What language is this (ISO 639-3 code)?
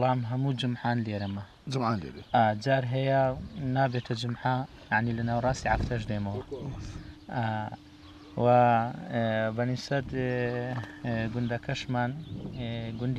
ckb